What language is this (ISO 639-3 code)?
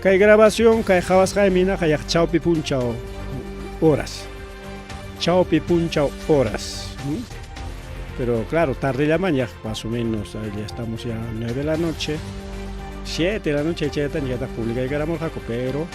quy